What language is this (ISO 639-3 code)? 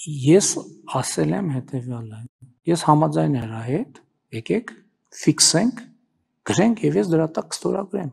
hye